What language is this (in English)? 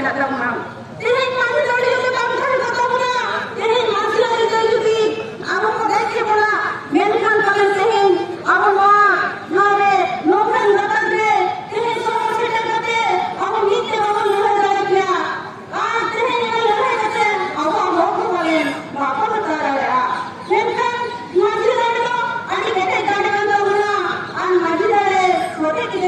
Santali